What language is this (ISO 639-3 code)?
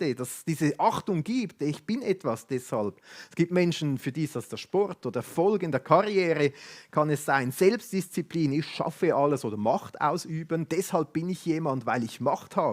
gsw